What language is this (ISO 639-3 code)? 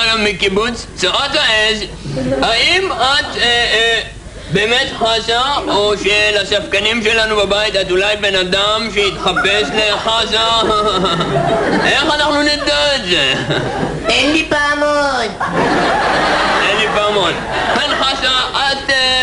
heb